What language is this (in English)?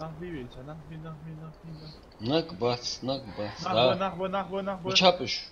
Ingush